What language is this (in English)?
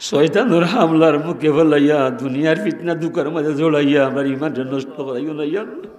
Sylheti